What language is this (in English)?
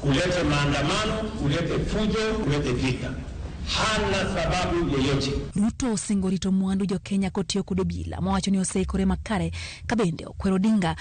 Luo (Kenya and Tanzania)